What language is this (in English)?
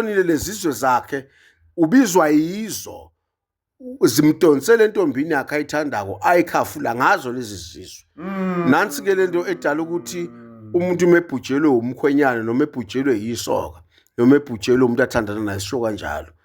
Zulu